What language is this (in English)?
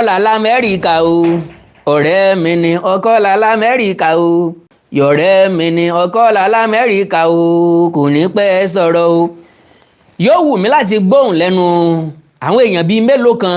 Yoruba